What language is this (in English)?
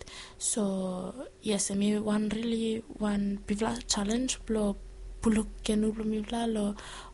Bislama